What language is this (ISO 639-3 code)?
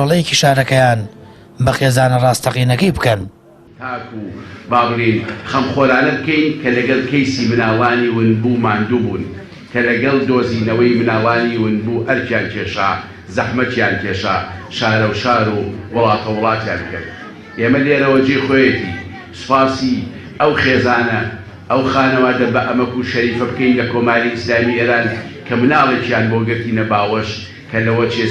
ckb